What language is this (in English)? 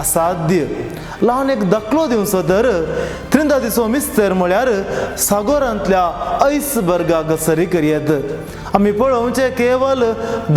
Konkani